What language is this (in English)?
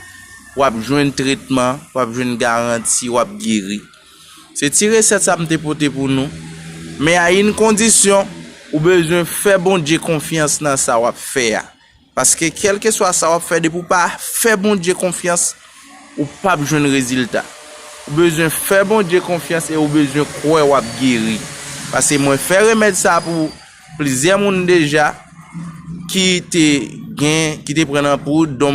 Haitian Creole